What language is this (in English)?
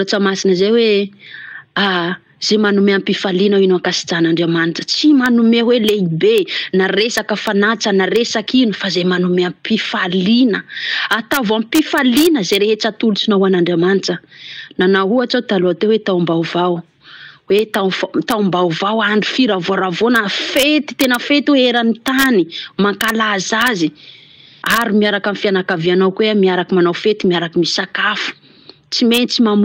Malagasy